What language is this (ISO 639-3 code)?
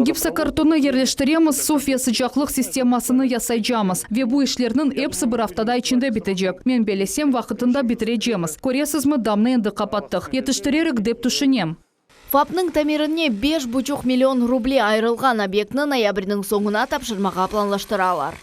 crh